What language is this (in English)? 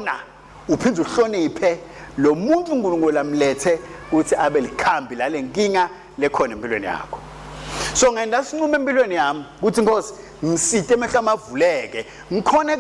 Swati